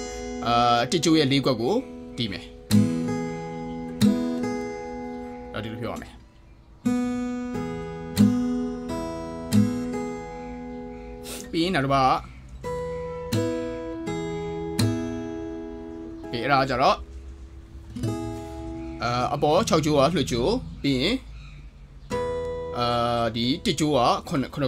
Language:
Burmese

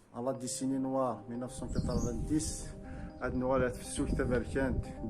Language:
Kabyle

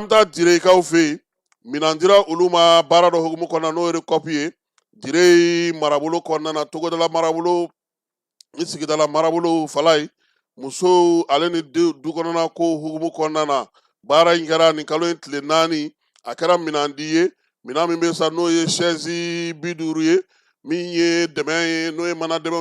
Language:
Bambara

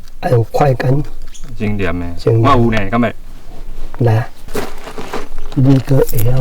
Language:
Min Nan Chinese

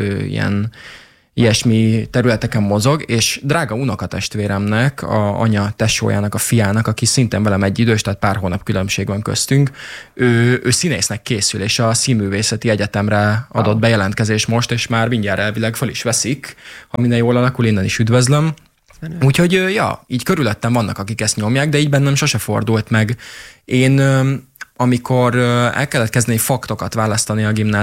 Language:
Hungarian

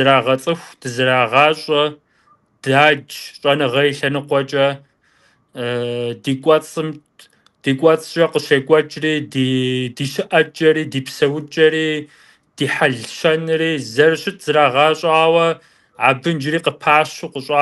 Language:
Kabardian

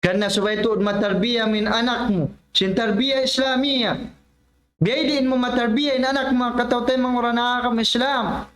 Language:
Tausug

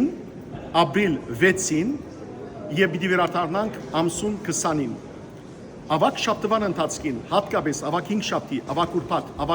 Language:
Western Armenian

